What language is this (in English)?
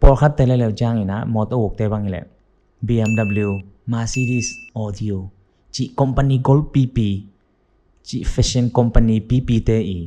Tedim Chin